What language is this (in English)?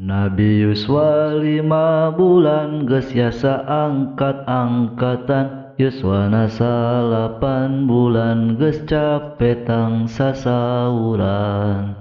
Sundanese